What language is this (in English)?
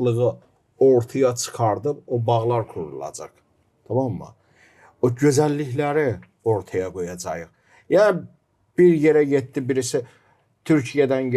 Gagauz